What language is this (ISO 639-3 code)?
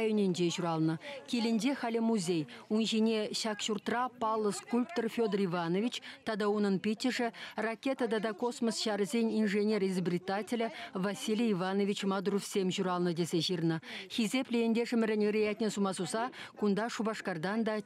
chv